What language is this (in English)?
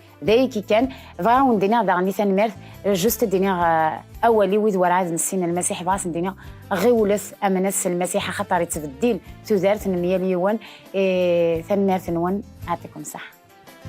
Kabyle